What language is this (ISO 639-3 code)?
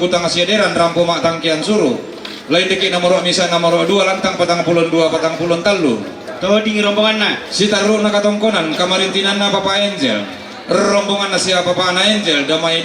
sda